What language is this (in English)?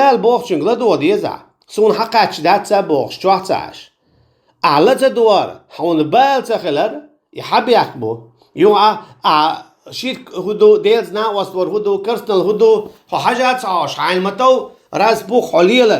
Chechen